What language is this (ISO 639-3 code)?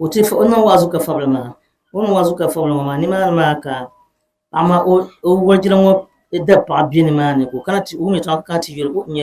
dag